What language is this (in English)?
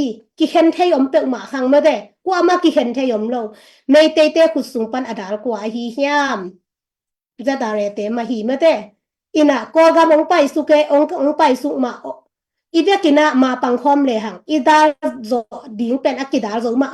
Tedim Chin